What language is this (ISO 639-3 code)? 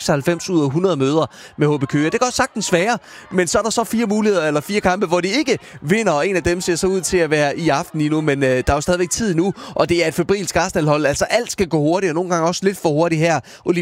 dan